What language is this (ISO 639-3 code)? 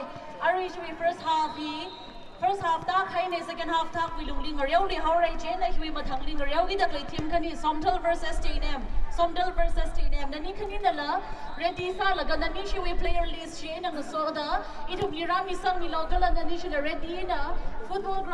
nmf